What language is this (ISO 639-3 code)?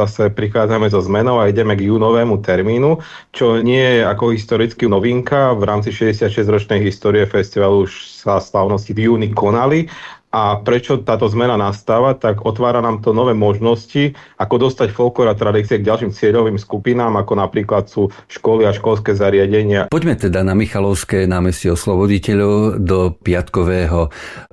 slk